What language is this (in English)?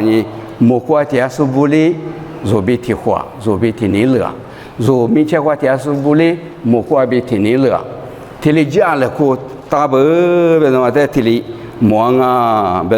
Lisu